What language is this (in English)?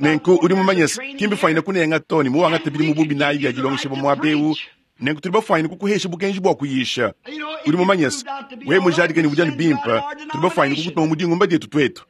Luba-Lulua